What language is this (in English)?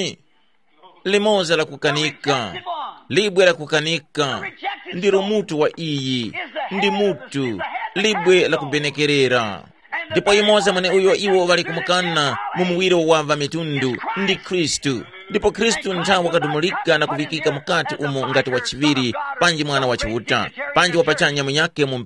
Tumbuka